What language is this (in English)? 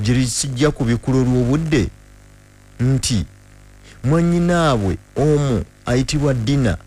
Ganda